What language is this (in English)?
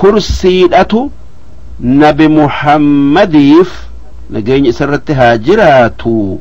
Oromo